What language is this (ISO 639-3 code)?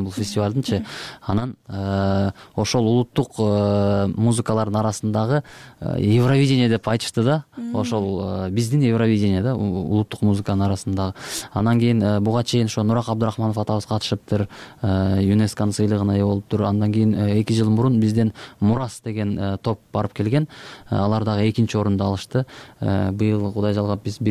kir